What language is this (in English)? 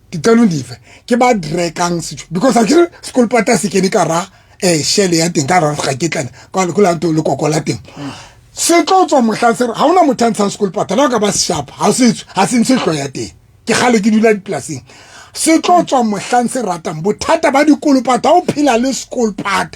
Southern Sotho